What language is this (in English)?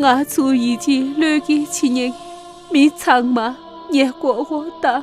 Tibetan